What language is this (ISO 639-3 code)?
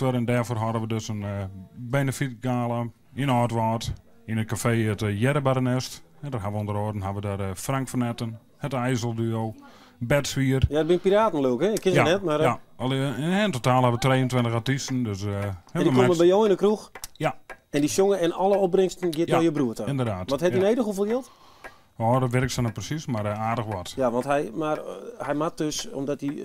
fry